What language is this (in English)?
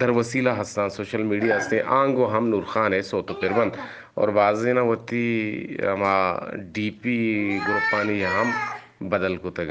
Eastern Balochi